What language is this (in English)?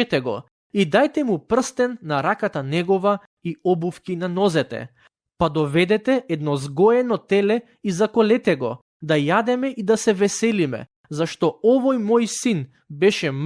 Macedonian